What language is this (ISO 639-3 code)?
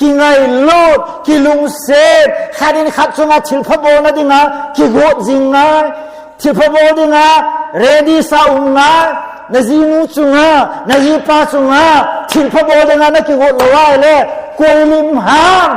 tcz